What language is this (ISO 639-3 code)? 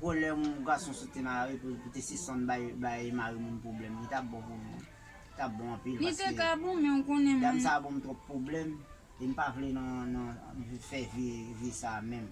hat